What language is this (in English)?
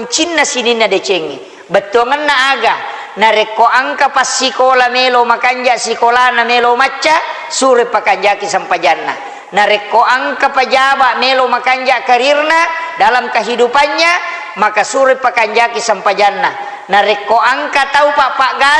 Buginese